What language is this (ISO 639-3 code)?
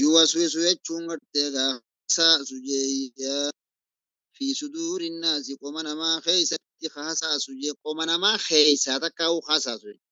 orm